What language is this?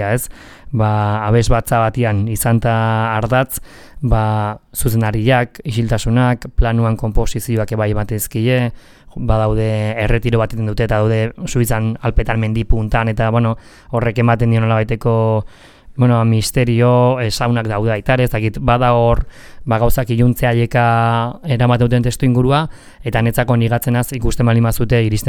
Basque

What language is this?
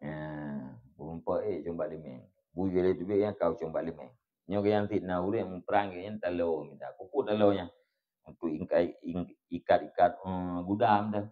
Achinese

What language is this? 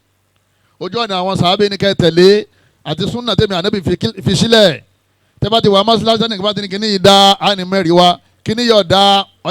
Yoruba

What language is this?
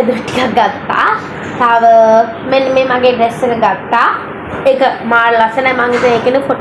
Sinhala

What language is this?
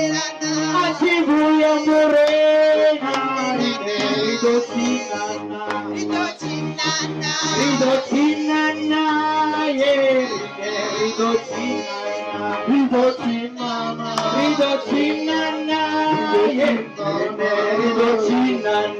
Venda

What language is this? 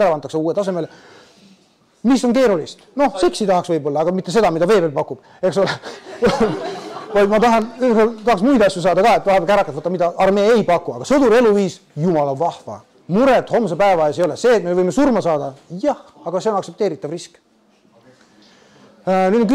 Estonian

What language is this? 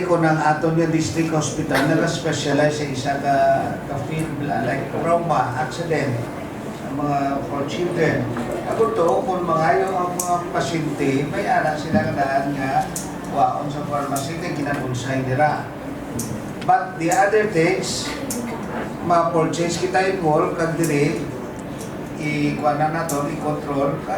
Hiligaynon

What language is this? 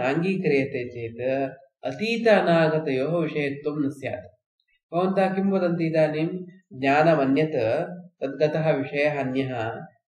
Sanskrit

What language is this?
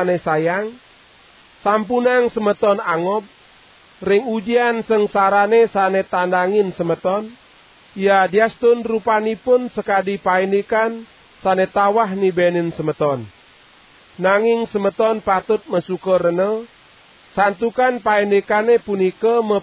Balinese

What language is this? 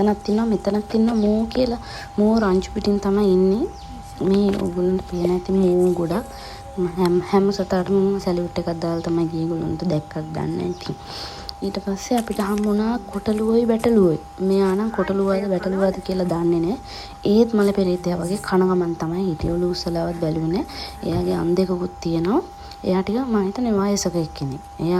Sinhala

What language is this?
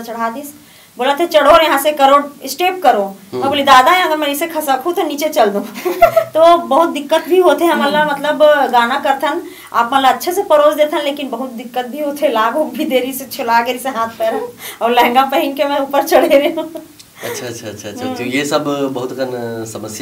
Chhattisgarhi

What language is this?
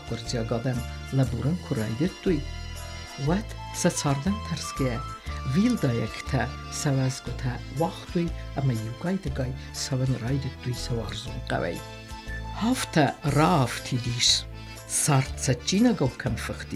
Ossetic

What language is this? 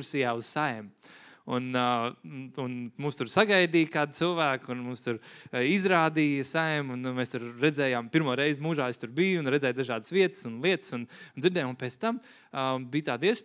Latvian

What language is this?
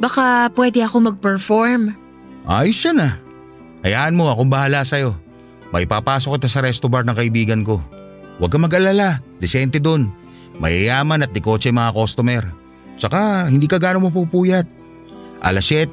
Filipino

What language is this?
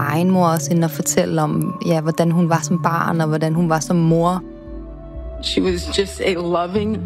Danish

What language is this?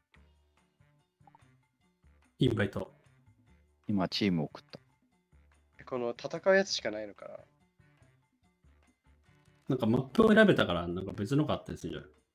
Japanese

